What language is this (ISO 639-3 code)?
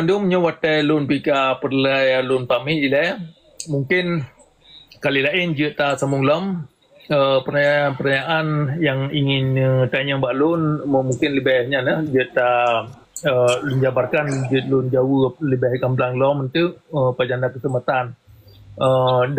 ace